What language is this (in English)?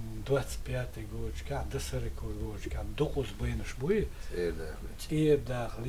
Chechen